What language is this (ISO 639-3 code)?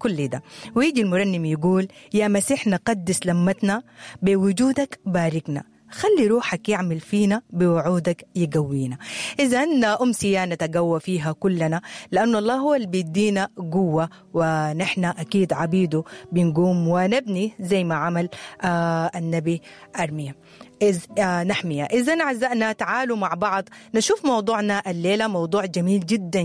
apd